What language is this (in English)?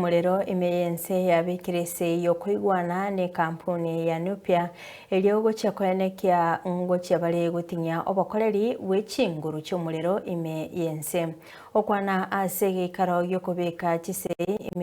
Gusii